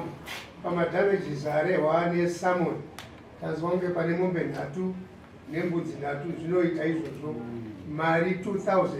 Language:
Shona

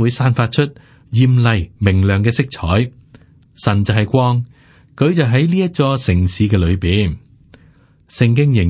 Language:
Cantonese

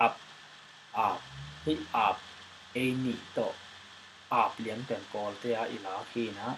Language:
Tedim Chin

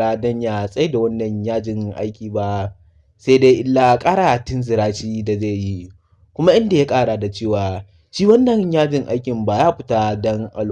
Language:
Hausa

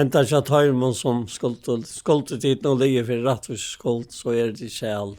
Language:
Faroese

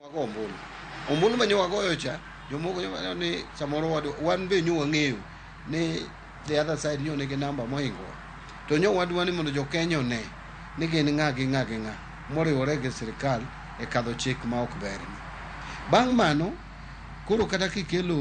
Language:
Luo (Kenya and Tanzania)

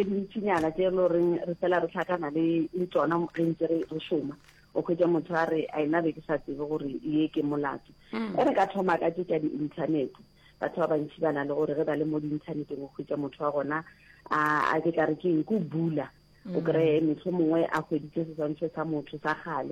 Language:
Northern Sotho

